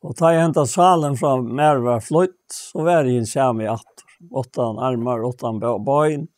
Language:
Faroese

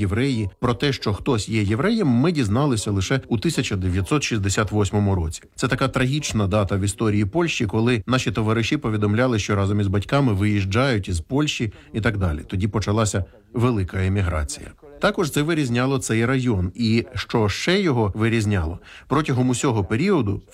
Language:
Ukrainian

